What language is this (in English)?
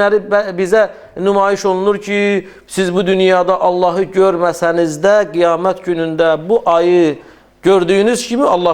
Azerbaijani